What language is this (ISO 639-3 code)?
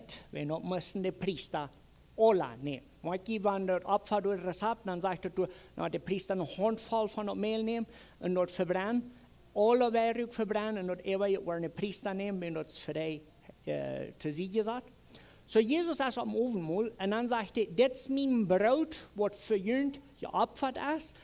pdt